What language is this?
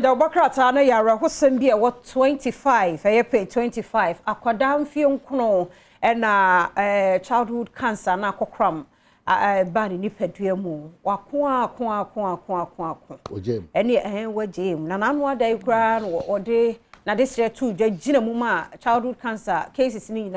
Akan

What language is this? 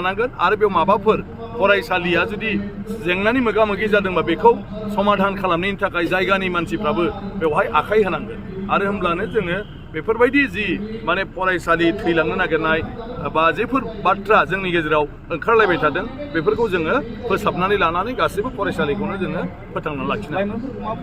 Bodo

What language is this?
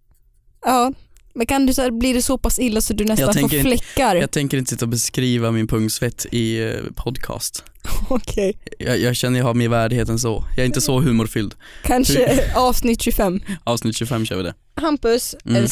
Swedish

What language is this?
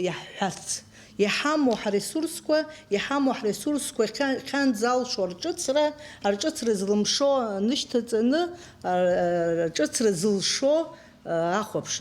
Abkhazian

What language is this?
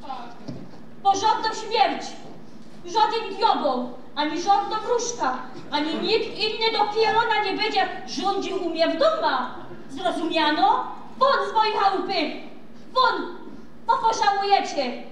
Silesian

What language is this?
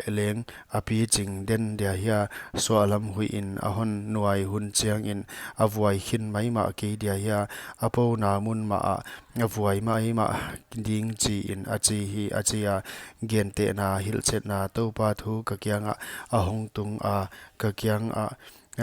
Paite Chin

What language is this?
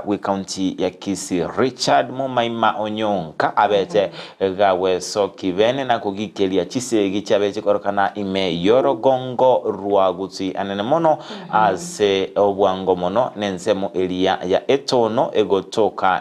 Gusii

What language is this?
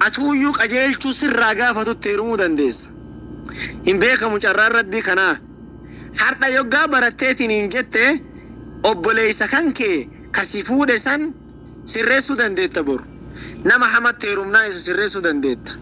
Oromo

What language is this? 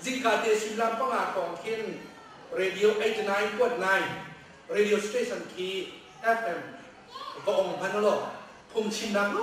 Hakha Chin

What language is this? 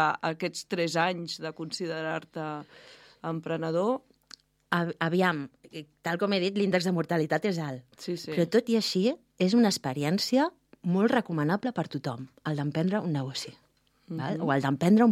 Catalan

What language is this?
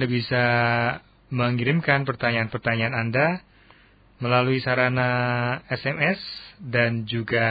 Indonesian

